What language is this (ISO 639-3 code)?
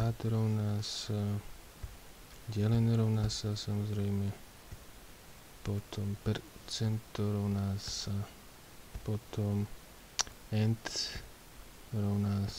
slk